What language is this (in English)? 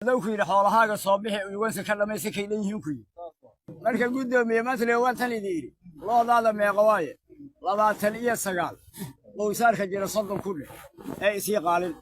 Somali